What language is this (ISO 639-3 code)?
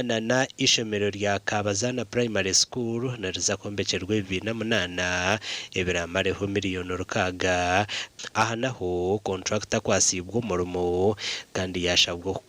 nyn